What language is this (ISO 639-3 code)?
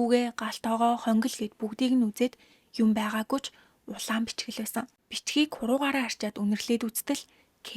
mon